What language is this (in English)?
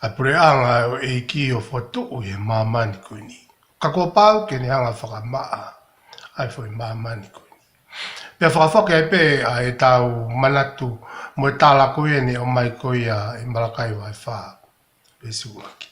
Tongan